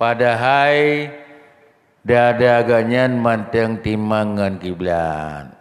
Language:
Achinese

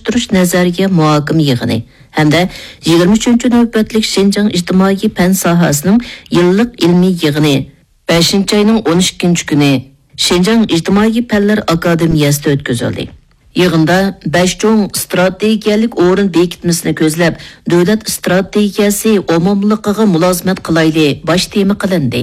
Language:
Uyghur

